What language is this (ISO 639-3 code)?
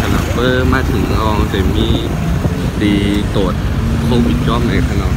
shn